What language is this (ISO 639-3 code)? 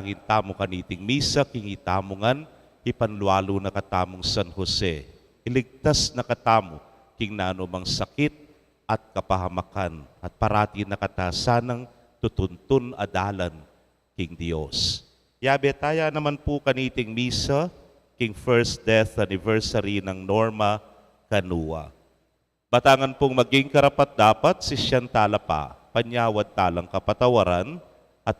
pam